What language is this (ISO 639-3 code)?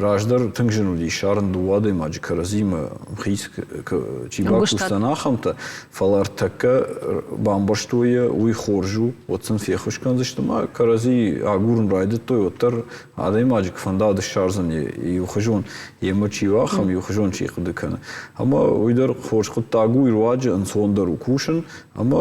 oss